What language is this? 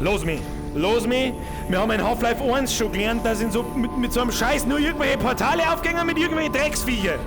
Bavarian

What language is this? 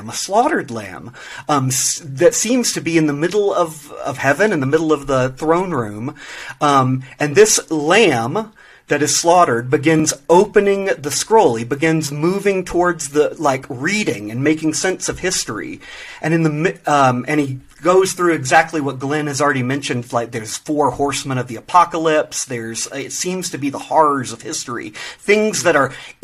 English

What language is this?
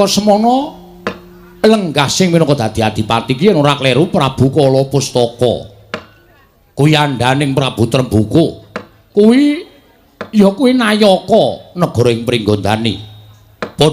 Javanese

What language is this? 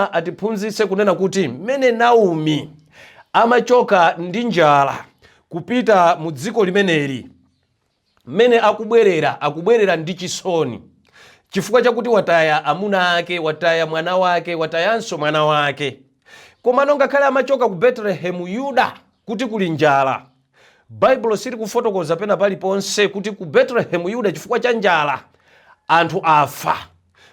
Nyanja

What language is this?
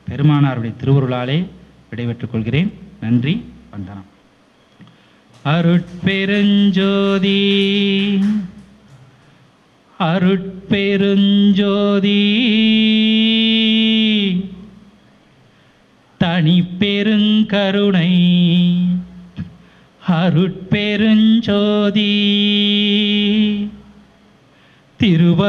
Tamil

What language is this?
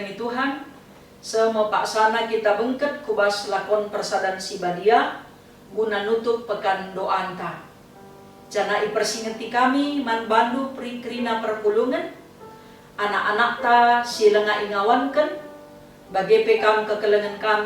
Batak Karo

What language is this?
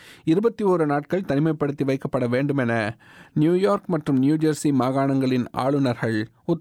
Tamil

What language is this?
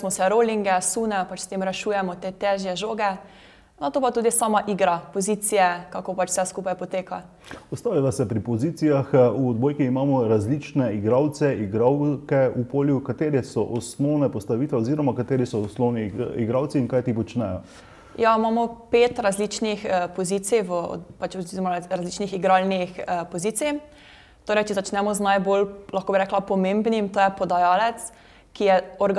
Slovenian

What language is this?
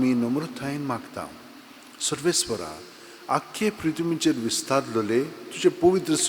Konkani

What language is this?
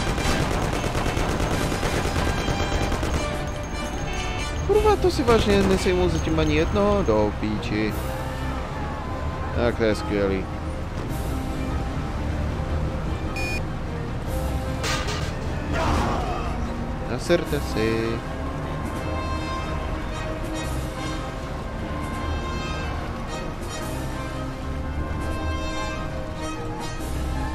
Czech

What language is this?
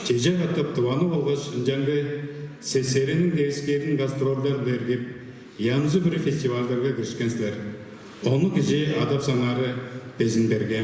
Tuvinian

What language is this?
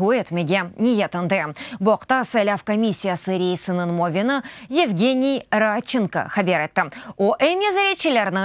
Crimean Tatar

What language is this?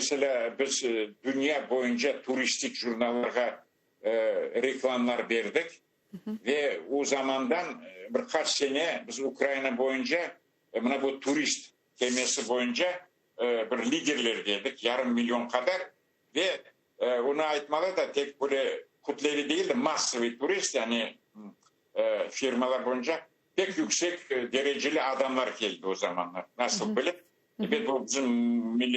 Crimean Tatar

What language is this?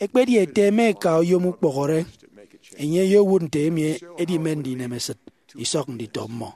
Efik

